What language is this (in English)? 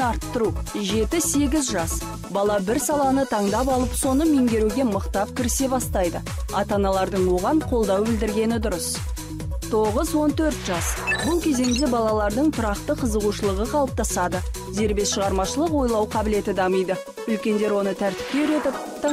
Kazakh